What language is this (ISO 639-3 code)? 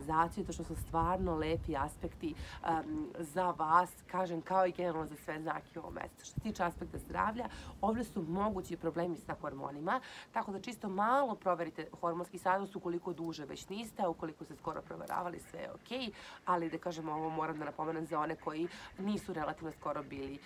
srp